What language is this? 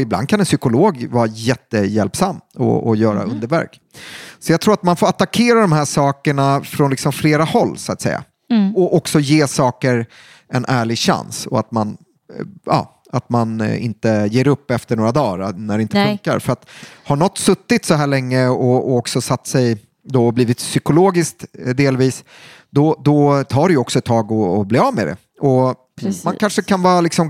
Swedish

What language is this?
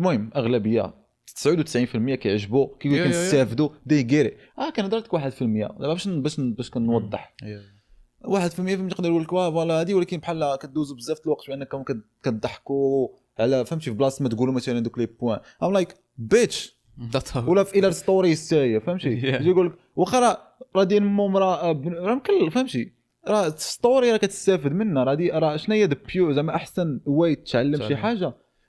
Moroccan Arabic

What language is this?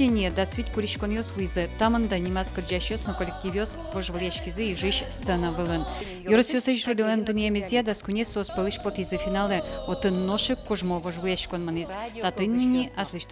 Udmurt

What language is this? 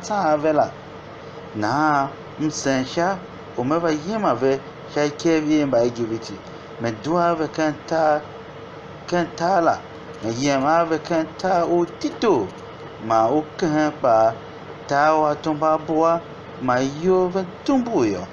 Tiv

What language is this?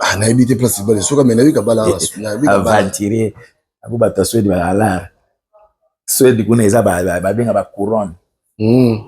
Lingala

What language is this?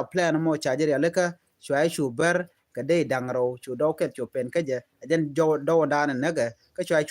Nuer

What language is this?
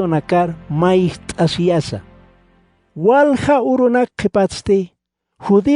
Aymara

